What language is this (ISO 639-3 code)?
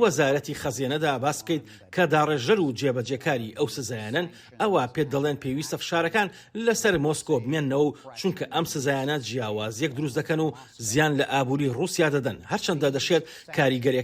ckb